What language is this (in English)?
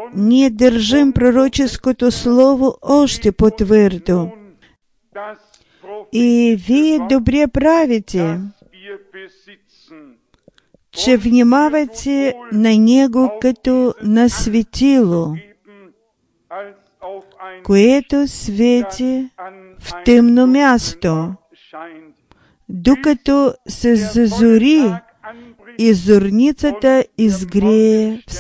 Bulgarian